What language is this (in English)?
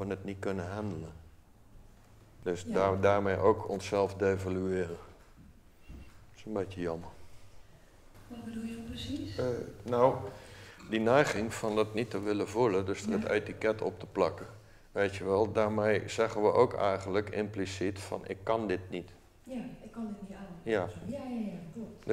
Dutch